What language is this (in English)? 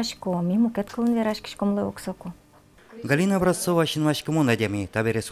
Udmurt